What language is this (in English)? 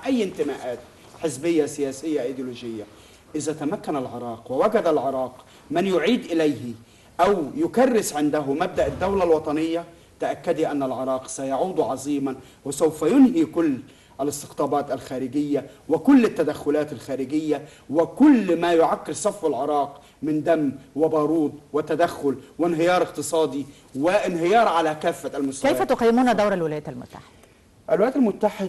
Arabic